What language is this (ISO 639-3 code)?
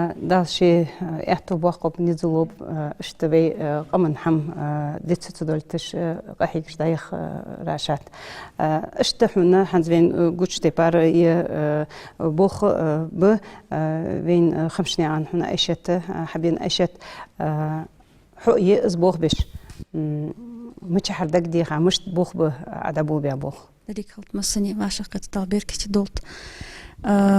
inh